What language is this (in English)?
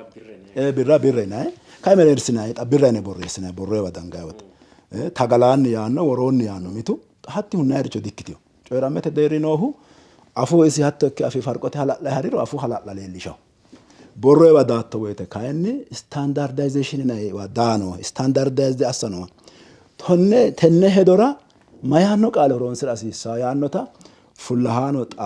Sidamo